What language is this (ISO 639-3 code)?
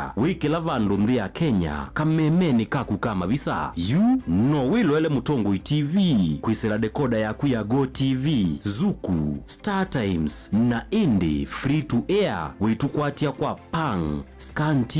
kam